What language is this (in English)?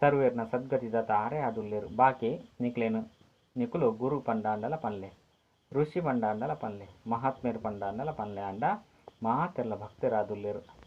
Tulu